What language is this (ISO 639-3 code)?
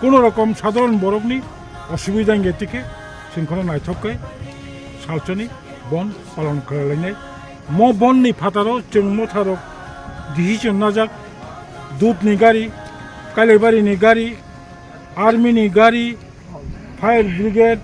trp